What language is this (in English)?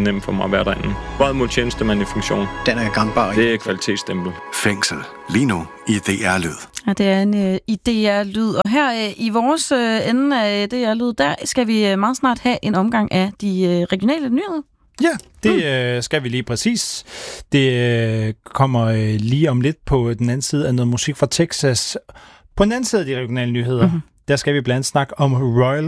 Danish